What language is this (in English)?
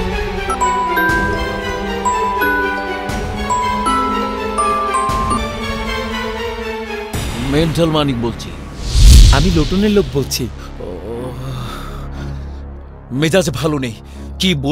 Bangla